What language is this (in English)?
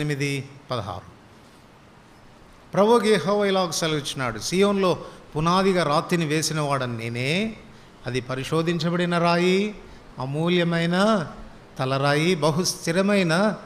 Telugu